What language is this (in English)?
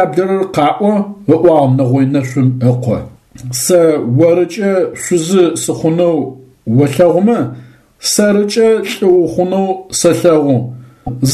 Adyghe